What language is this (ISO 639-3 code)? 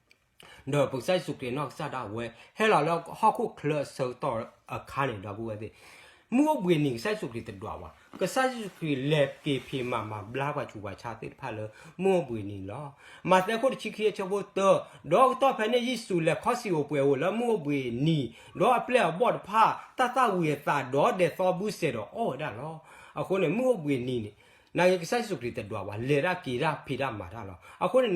ksw